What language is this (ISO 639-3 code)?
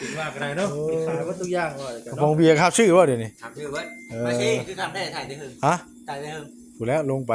tts